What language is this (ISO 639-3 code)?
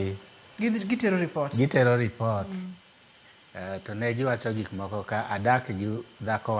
luo